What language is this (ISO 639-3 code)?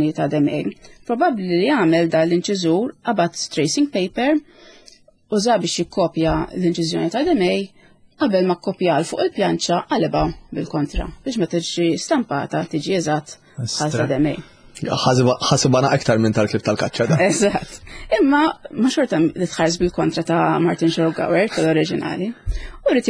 mlt